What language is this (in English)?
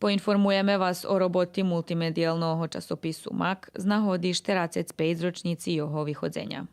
Rusyn